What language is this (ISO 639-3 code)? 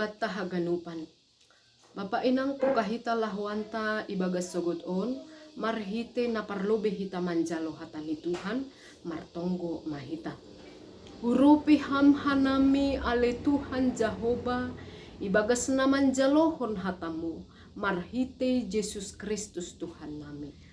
bts